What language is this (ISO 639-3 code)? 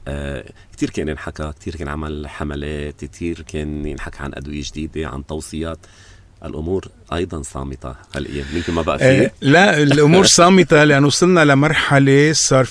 apc